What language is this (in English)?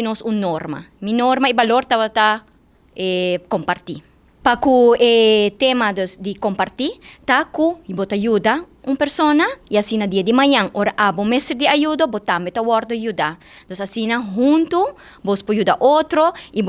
Papiamento